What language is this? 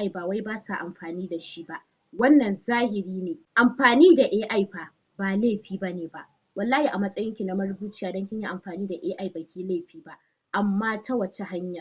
Hausa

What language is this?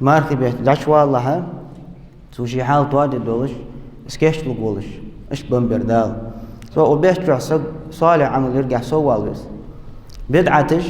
Ingush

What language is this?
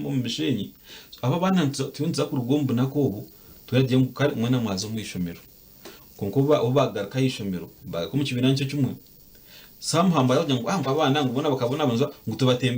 Nyankole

